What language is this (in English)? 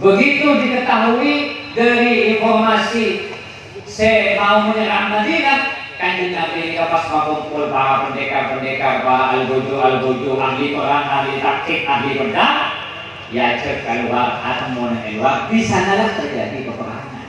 Madurese